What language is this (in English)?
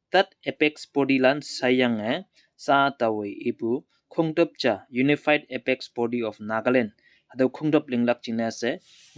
Konyak Naga